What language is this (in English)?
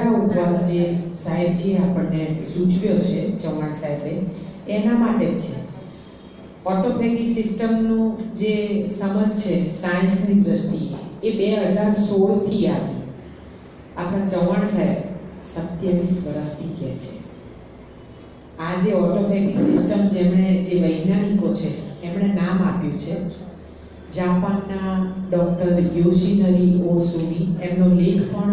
Gujarati